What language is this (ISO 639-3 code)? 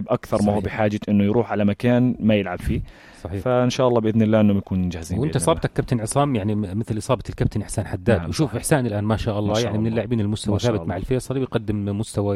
apc